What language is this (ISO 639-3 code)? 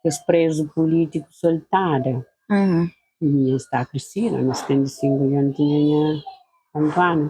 kea